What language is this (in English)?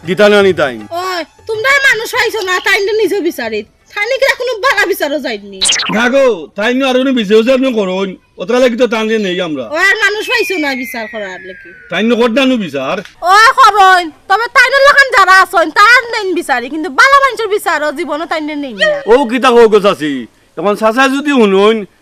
Sylheti